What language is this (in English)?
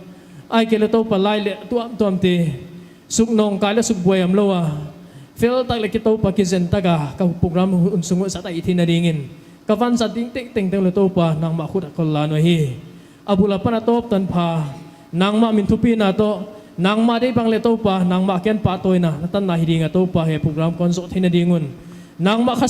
Paite Chin